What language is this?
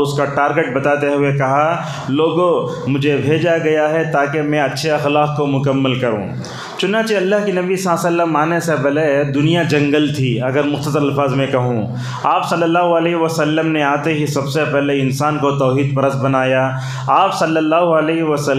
Urdu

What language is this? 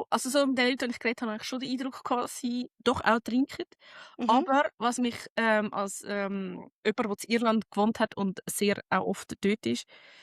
Swiss German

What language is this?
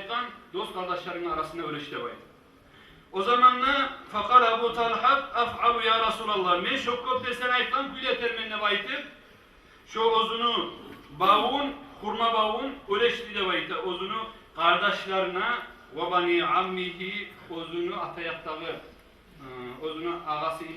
Kumyk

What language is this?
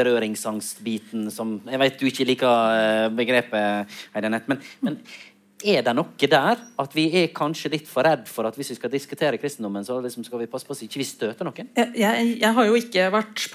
Norwegian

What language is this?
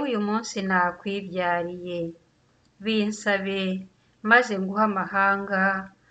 Kinyarwanda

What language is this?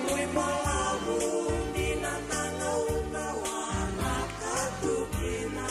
Fijian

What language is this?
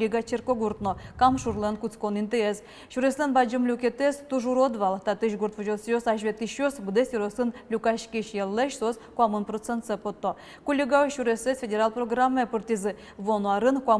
Udmurt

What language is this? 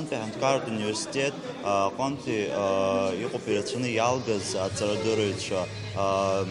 Abkhazian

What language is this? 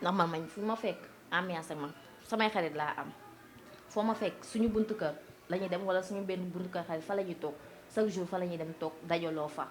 Wolof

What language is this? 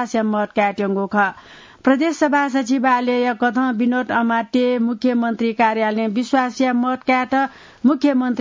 Newari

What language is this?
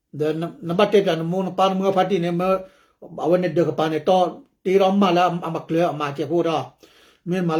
S'gaw Karen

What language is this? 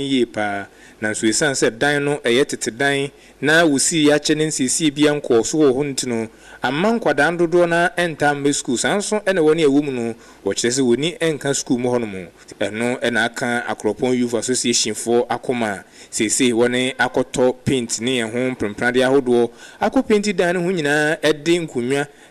Akan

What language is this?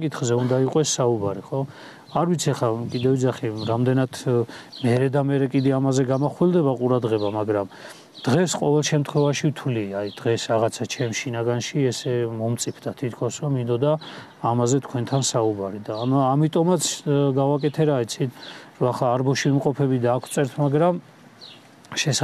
Georgian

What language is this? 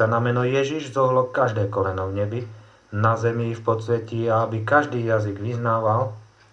Slovak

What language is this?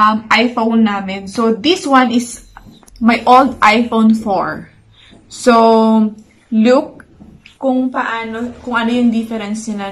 Filipino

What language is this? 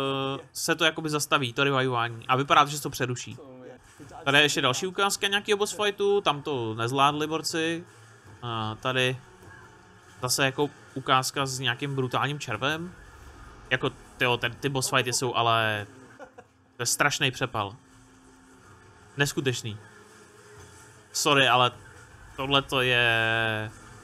Czech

